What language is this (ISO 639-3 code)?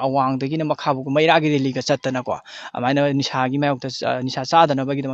mni